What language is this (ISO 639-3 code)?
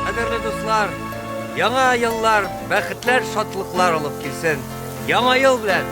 tat